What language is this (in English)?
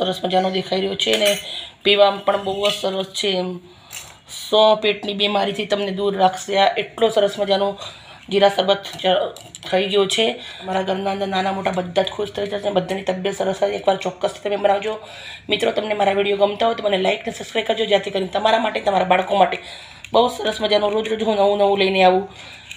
Gujarati